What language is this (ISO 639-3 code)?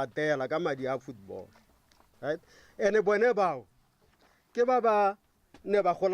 tsn